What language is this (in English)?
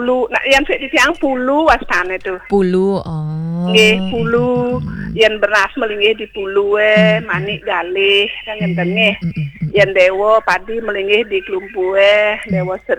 Balinese